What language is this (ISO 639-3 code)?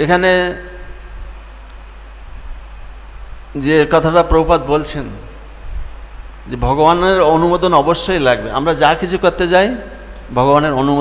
ben